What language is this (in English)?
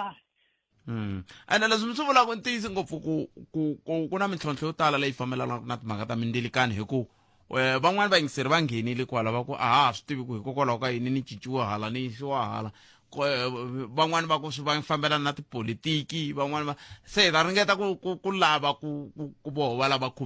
Tsonga